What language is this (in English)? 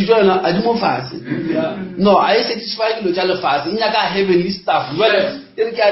Northern Sotho